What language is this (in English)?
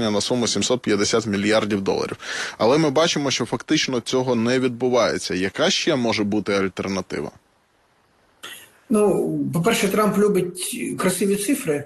Ukrainian